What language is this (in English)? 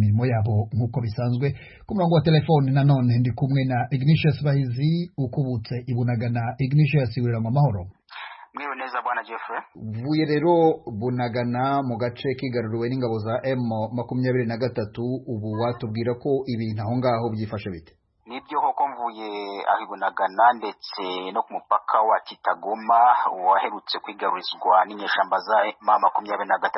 Kinyarwanda